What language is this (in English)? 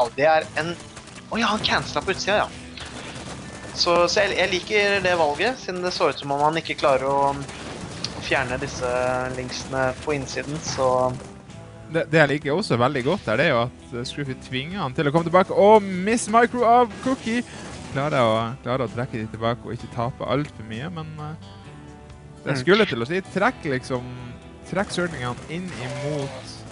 Norwegian